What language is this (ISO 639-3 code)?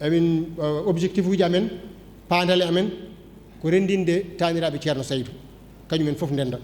ful